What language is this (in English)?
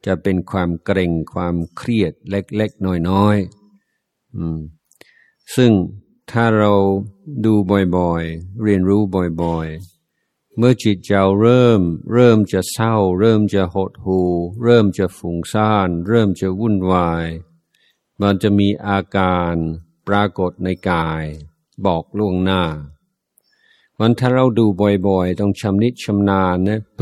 Thai